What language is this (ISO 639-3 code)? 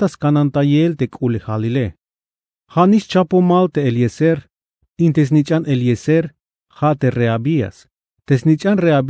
tzh